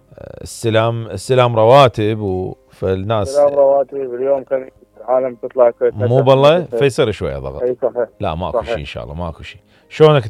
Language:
Mesopotamian Arabic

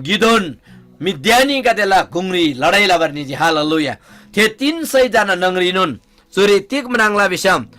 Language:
Eastern Tamang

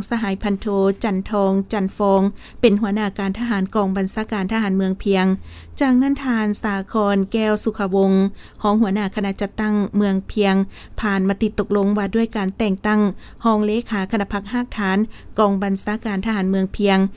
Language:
Lao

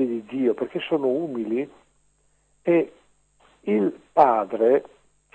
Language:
Italian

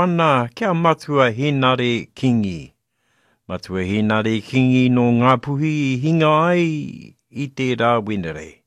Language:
Māori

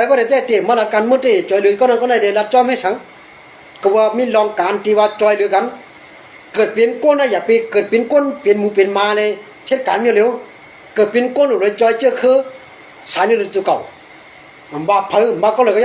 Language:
Shan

